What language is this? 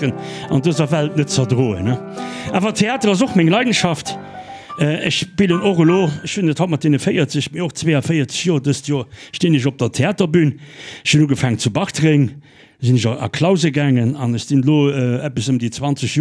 Luxembourgish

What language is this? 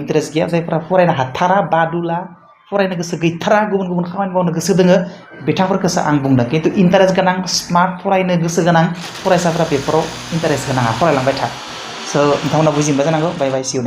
Bodo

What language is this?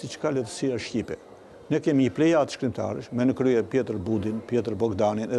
Albanian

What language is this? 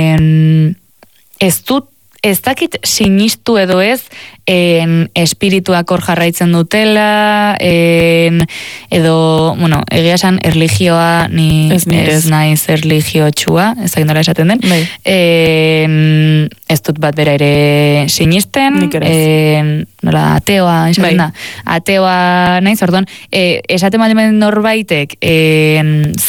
Basque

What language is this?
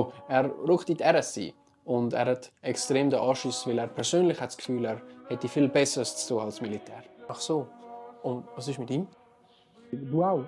Swiss German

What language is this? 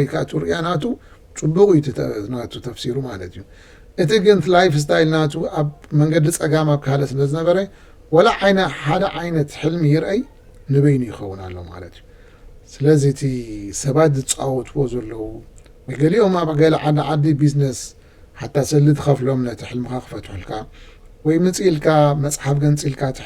Tigrinya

